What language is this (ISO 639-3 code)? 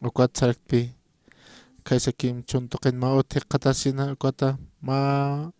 aym